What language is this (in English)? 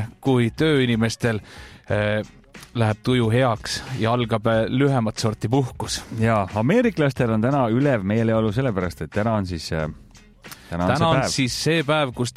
Estonian